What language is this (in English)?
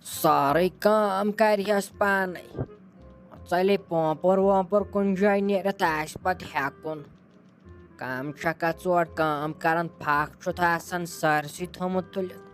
Kashmiri